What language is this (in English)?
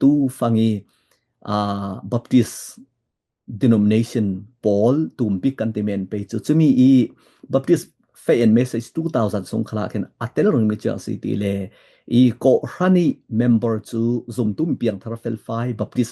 Falam Chin